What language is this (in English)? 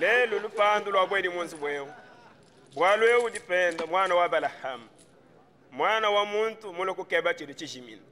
Luba-Lulua